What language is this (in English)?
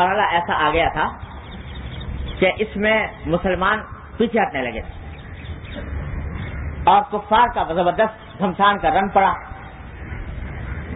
Urdu